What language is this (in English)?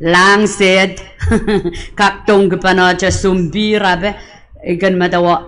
Pohnpeian